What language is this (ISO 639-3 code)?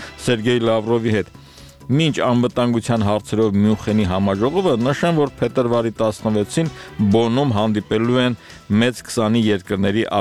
hye